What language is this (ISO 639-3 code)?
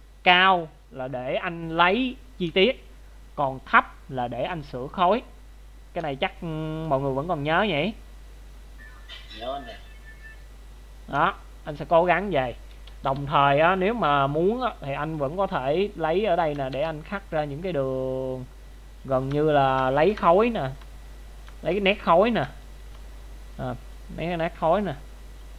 vie